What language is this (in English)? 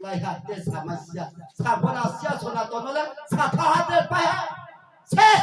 Riang (India)